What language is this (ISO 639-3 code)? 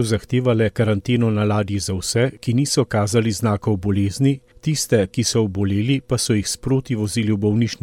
slv